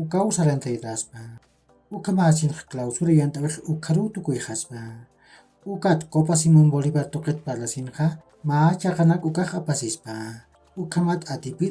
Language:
Aymara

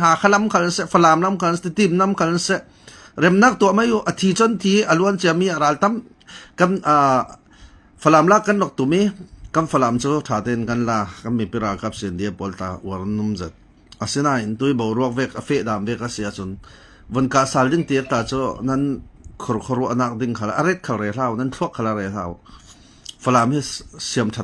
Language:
Falam Chin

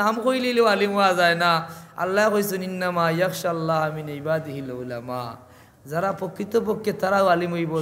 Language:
Sylheti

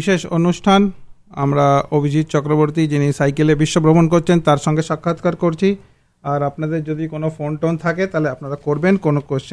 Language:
Bangla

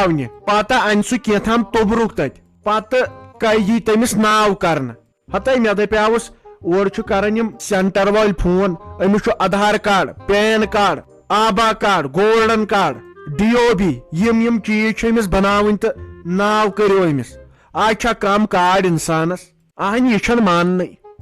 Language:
Kashmiri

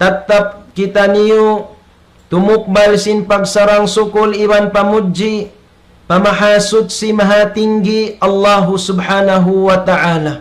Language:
Tausug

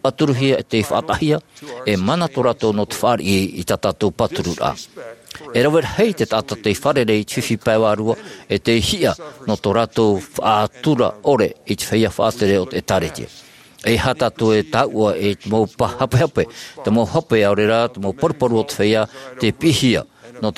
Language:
Tahitian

